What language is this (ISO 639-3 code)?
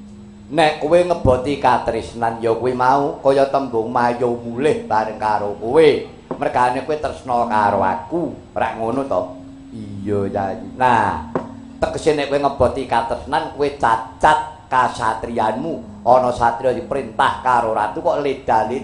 jav